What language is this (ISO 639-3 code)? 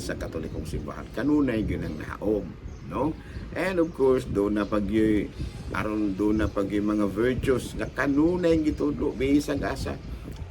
ceb